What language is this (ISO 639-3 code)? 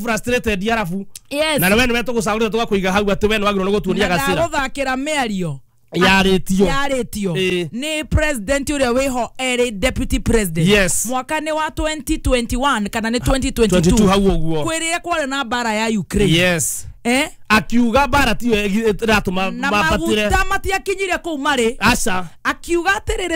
kik